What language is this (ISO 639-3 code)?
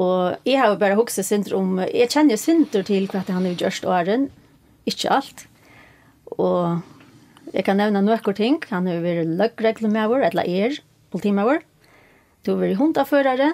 fao